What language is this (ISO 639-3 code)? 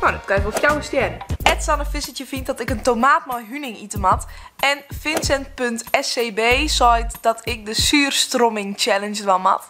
fry